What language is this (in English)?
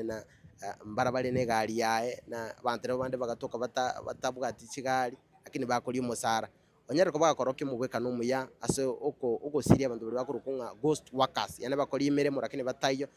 Gusii